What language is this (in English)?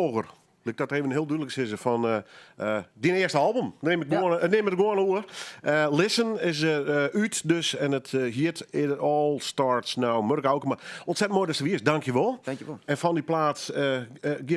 Western Frisian